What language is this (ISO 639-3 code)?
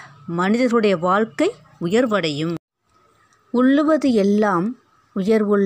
tam